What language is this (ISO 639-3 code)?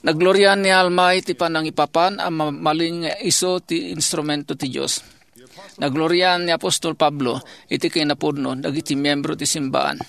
ilo